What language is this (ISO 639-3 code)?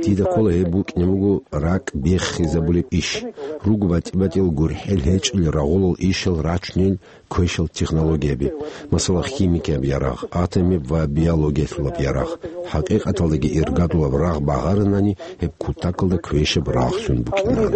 ava